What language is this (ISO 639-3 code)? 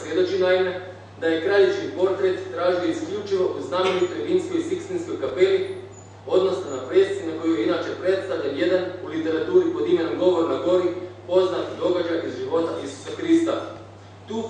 hrv